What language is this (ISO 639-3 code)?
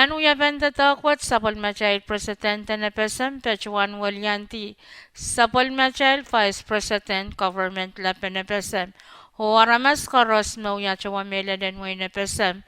pon